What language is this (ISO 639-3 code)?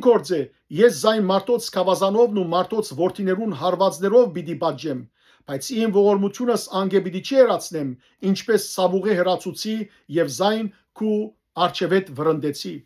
hyw